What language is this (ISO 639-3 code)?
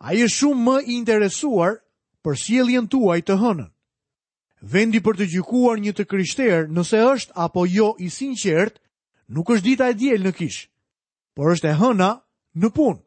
sqi